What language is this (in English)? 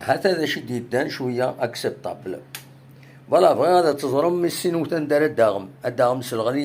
Kabyle